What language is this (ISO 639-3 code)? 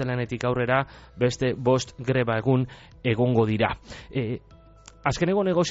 eus